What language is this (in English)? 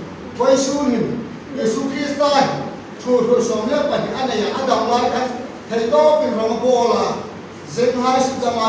Hmar